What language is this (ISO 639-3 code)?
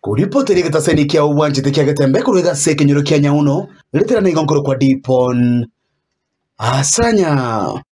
guz